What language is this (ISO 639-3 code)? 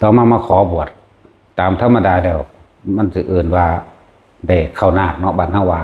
tts